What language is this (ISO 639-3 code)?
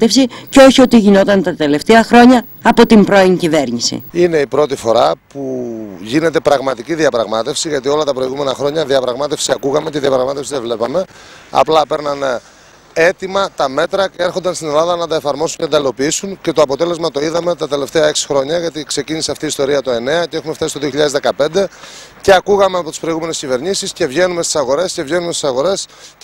ell